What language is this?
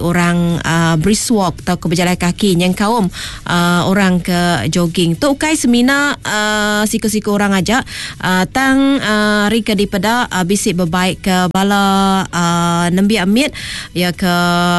Iban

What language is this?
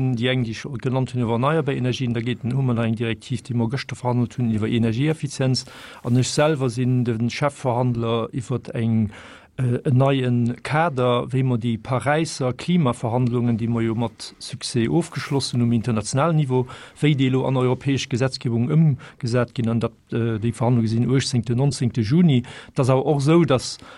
Luxembourgish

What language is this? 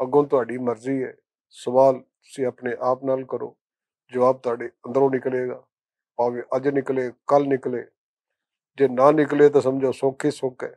Western Panjabi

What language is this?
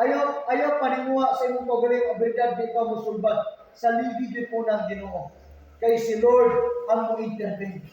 Cebuano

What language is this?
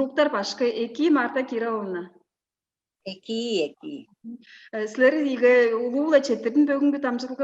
Tuvinian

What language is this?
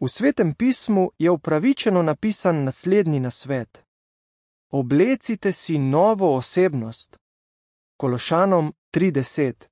Slovenian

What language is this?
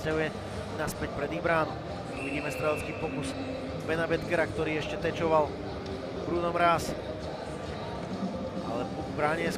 Slovak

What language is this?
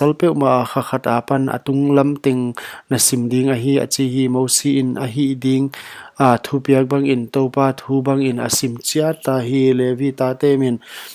Paite Chin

